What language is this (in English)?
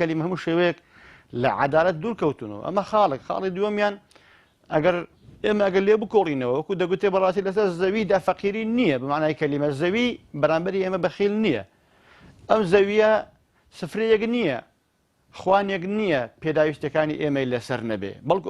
Central Kurdish